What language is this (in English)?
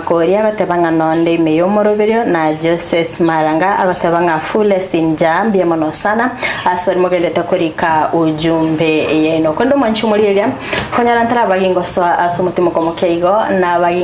Gusii